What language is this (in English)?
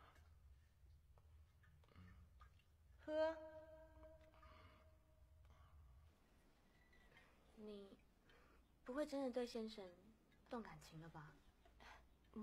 Chinese